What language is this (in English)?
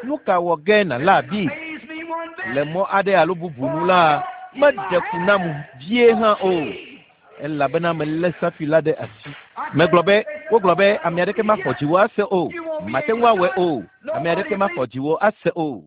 Ewe